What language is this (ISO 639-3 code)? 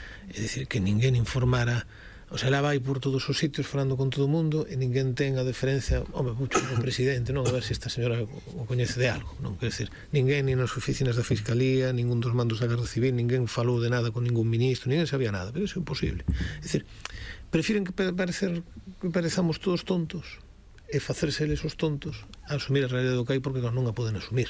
glg